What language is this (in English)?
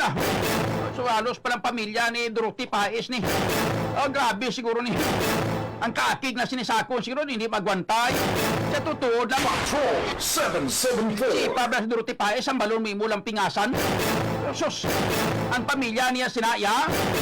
Hiligaynon